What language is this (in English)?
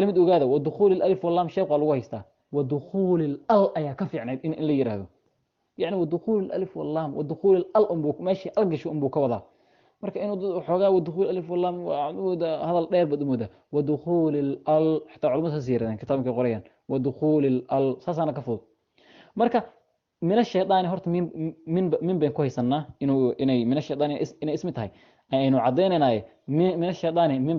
Somali